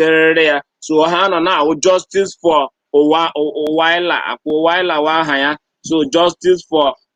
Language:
Igbo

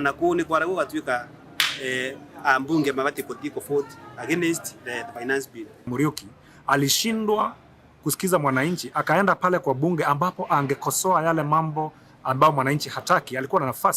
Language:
Meru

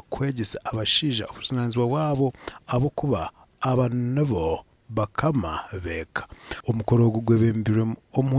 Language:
Nyankole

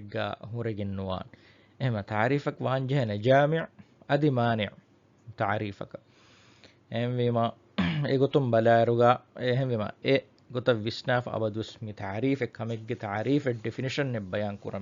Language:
Divehi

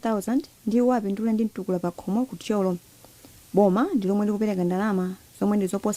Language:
Nyanja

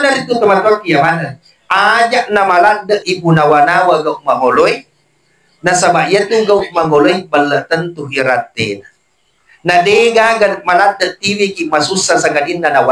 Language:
Buginese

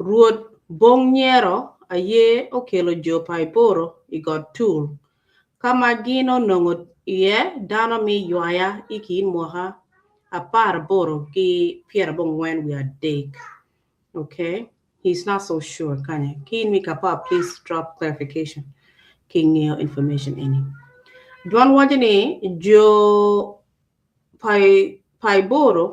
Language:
Acoli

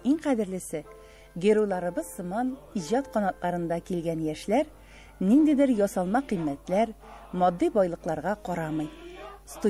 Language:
Tatar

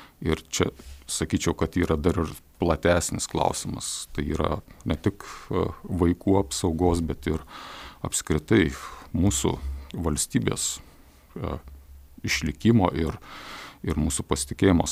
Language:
Lithuanian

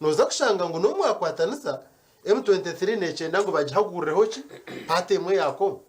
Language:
Nyankole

